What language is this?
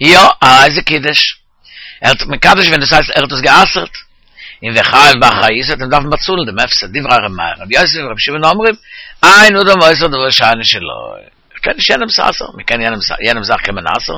Yiddish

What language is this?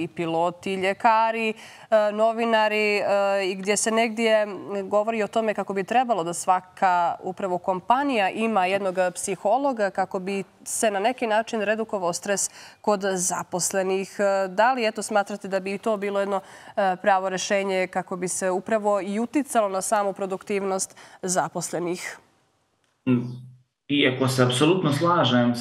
Bosnian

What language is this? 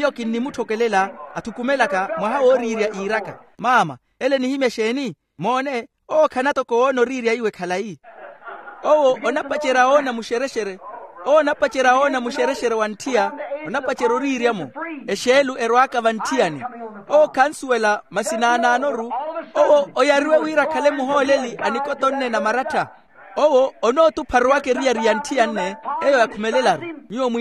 Makhuwa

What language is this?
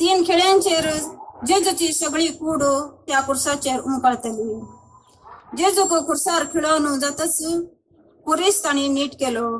Konkani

